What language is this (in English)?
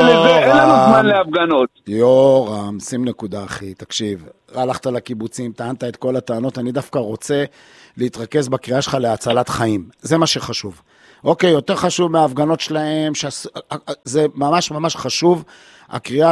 Hebrew